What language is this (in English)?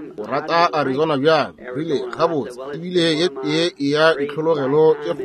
Northern Sotho